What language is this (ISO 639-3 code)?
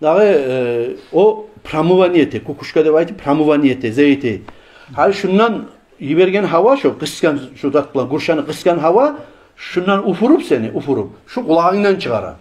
kum